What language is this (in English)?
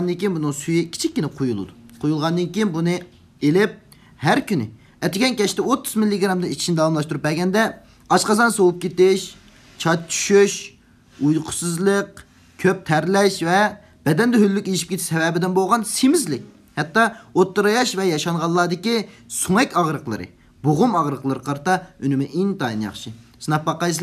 Uyghur